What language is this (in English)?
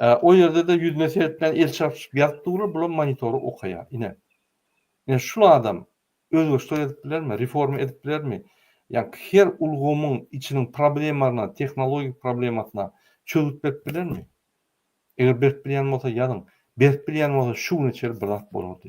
Turkmen